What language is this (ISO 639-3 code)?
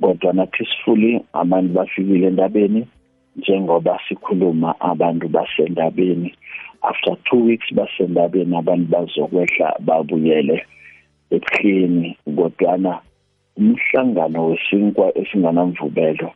nbl